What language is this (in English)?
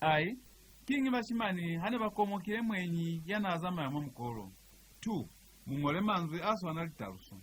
Lozi